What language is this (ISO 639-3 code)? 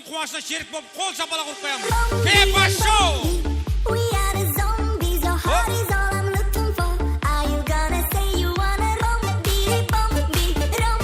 kaa